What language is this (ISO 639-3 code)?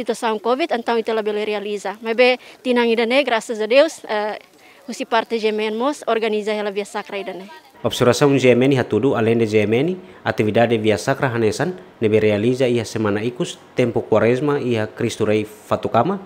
tet